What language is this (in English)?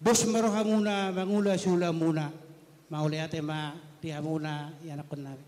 Batak Toba